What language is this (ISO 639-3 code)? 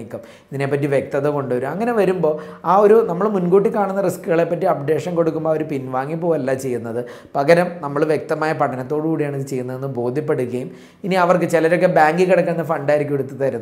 mal